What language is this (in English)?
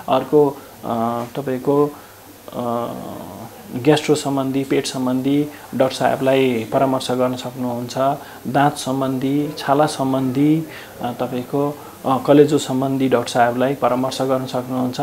Nepali